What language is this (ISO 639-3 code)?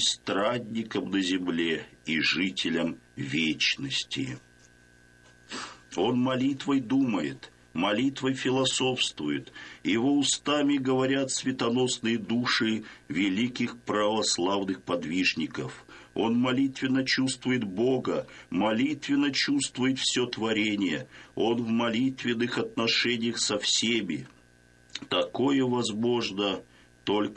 rus